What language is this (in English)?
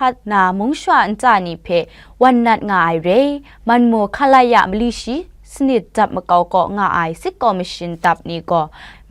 Kachin